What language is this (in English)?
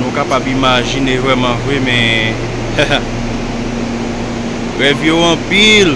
Haitian Creole